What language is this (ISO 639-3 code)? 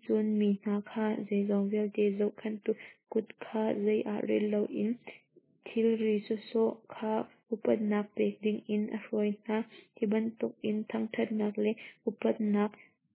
cnh